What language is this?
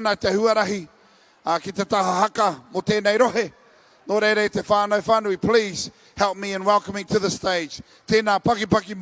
Māori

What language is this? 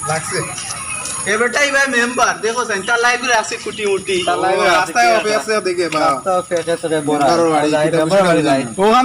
Sylheti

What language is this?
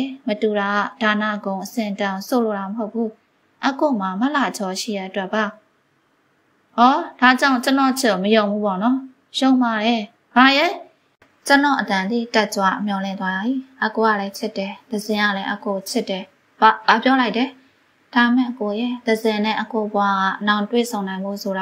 Burmese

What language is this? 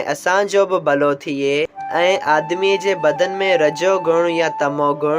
Sindhi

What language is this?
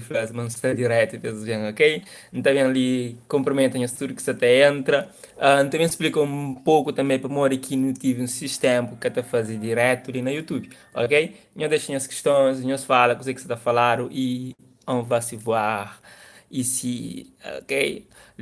Kabuverdianu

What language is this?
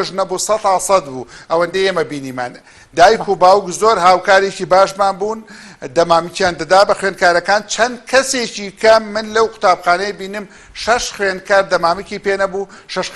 Central Kurdish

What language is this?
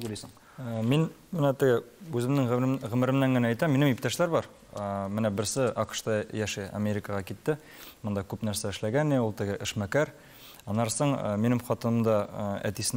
Tatar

